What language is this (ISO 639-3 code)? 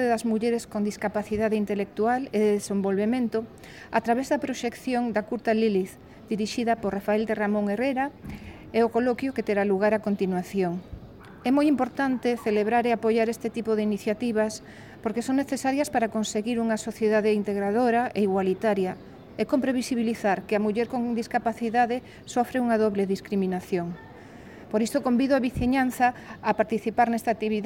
glg